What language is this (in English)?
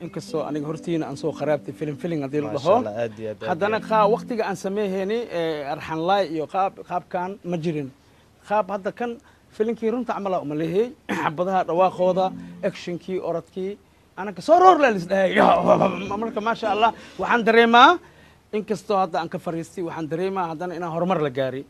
Somali